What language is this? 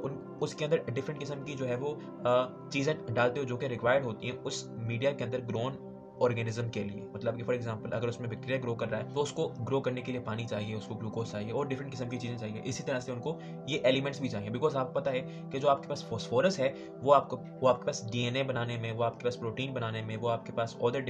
Hindi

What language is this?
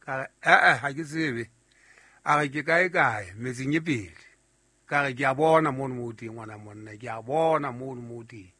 Southern Sotho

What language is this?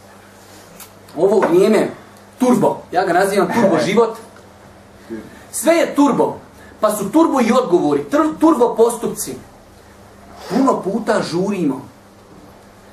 Bosnian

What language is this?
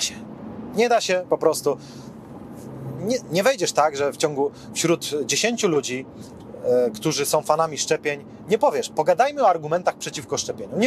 Polish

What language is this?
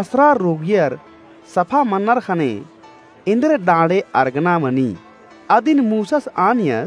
Kurukh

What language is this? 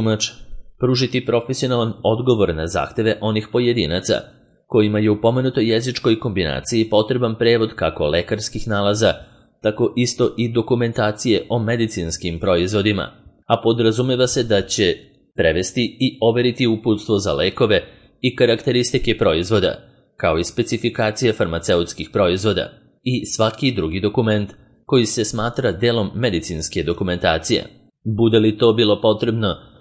Serbian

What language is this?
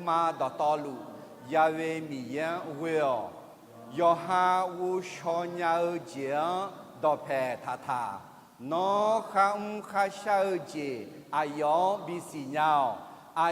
Akha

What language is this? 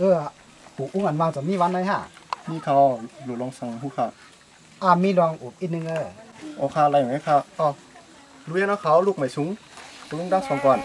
Shan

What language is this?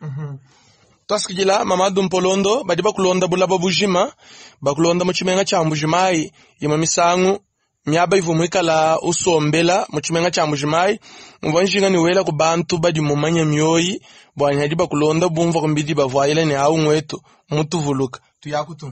Luba-Lulua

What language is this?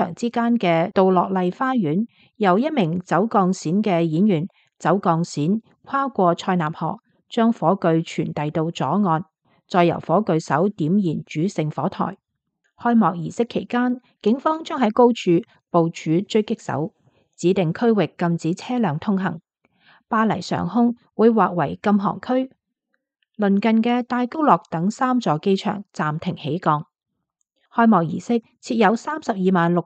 Cantonese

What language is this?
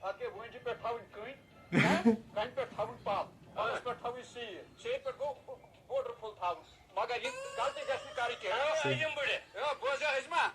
Kashmiri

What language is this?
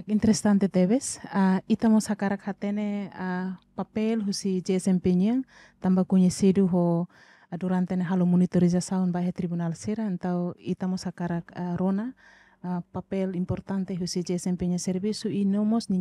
Tetum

